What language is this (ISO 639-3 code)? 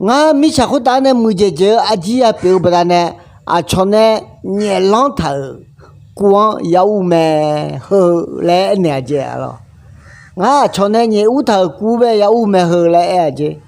ahk